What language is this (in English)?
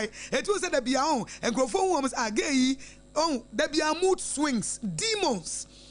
Akan